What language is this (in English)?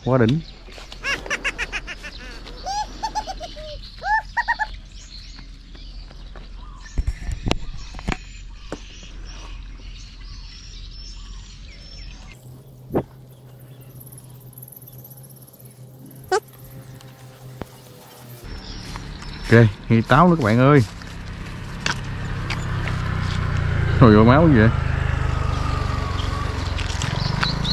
Vietnamese